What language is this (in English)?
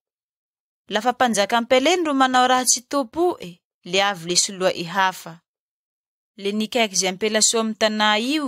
Malagasy